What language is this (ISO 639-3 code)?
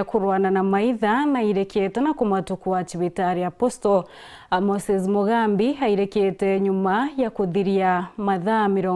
mer